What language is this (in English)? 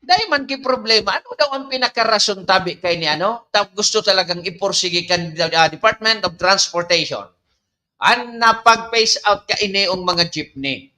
Bikol